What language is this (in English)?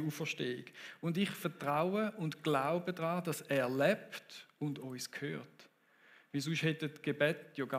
Swiss German